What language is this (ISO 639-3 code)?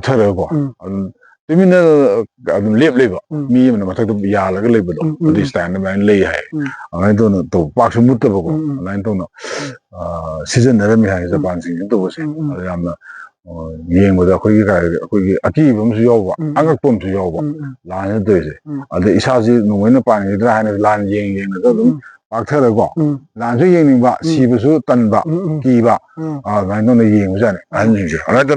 mni